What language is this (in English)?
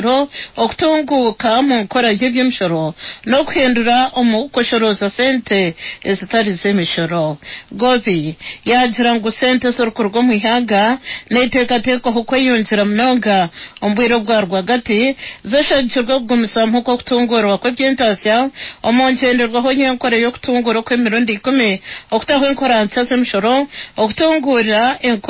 Nyankole